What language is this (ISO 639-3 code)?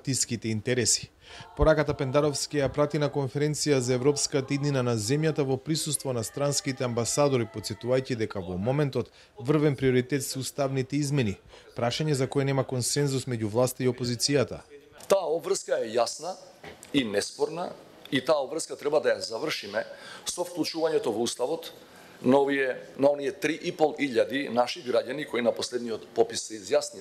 mkd